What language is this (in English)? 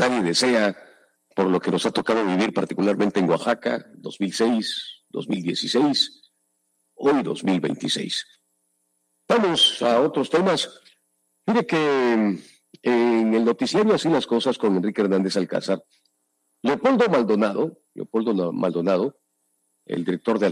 Spanish